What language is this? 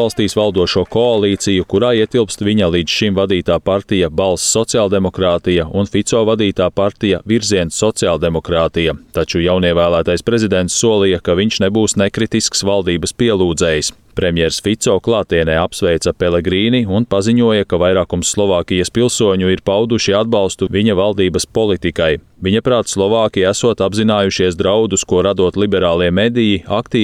Latvian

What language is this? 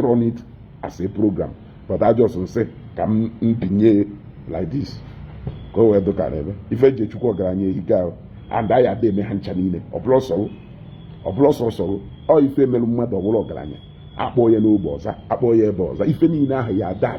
Igbo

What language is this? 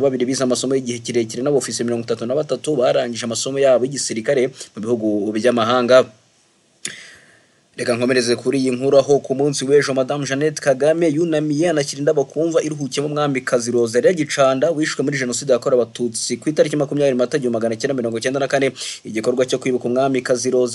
Kinyarwanda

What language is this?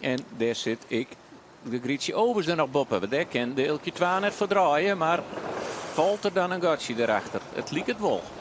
Western Frisian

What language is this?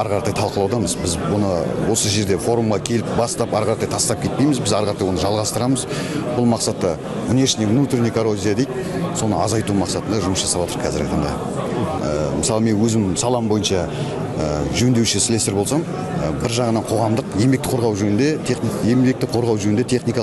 Kazakh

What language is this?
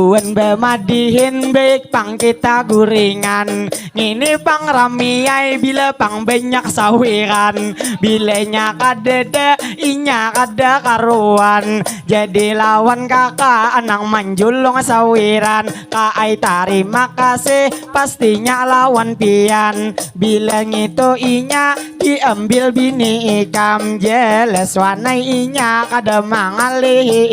Banjar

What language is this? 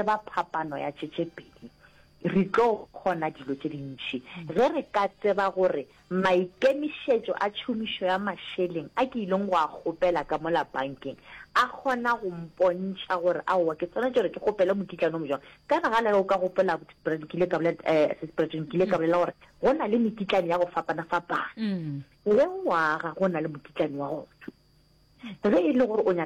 Northern Sotho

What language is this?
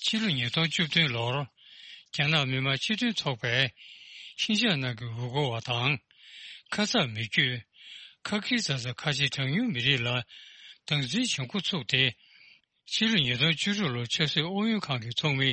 Tibetan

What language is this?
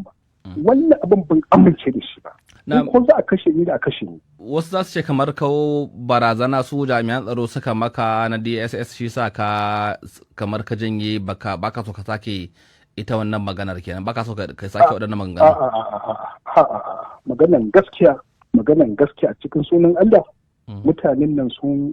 Hausa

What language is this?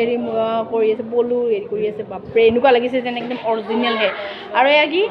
Assamese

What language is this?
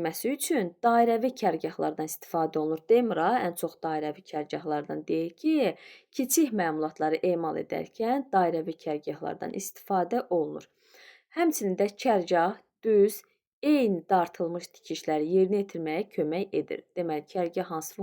Azerbaijani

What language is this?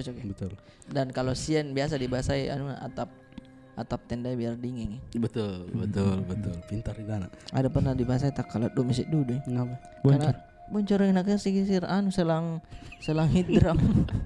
Makassar Malay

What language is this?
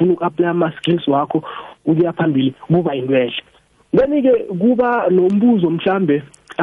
South Ndebele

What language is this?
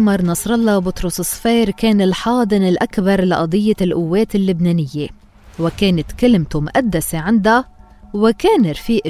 North Levantine Arabic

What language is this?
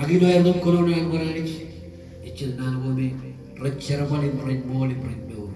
Marshallese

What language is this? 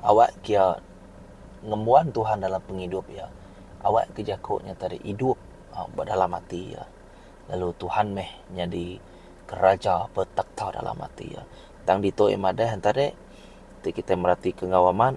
Iban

